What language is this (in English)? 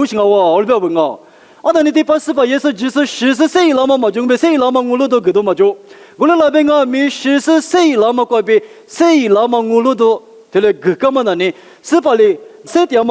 Lisu